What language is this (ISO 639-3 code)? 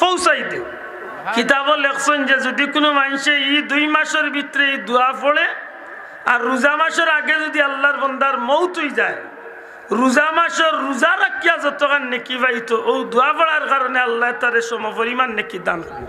syl